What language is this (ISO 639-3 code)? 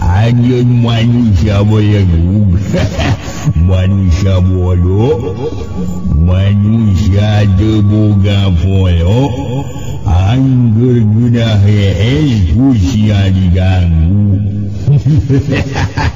sun